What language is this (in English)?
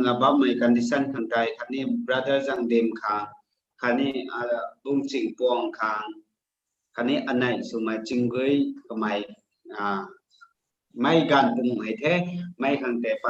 Rongmei Naga